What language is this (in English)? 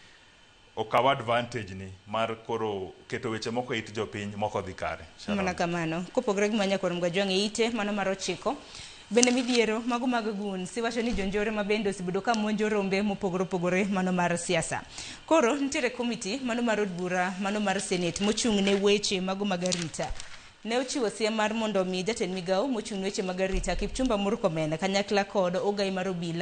Luo (Kenya and Tanzania)